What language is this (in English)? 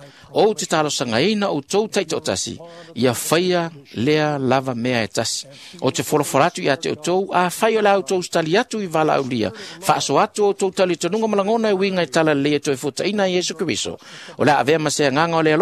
Samoan